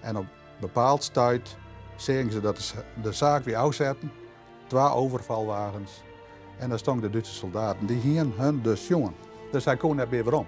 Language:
Western Frisian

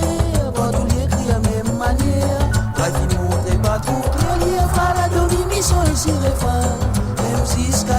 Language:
Morisyen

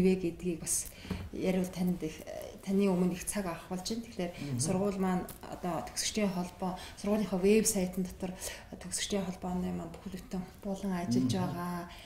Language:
Mongolian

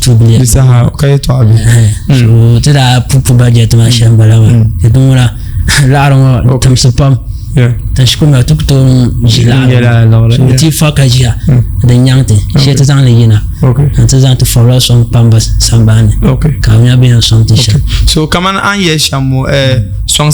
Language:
Dagbani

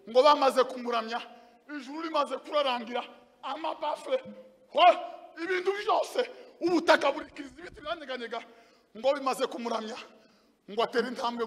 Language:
Kinyarwanda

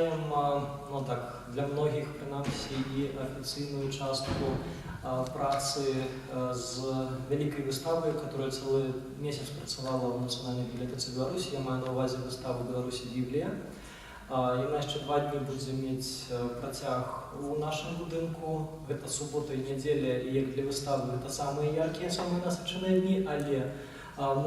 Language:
Belarusian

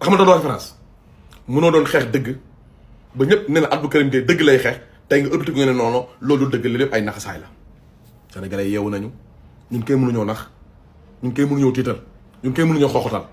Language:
Wolof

